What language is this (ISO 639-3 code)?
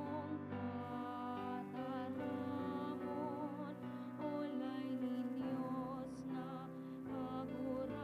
bik